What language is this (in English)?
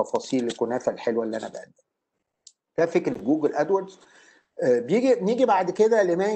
Egyptian Arabic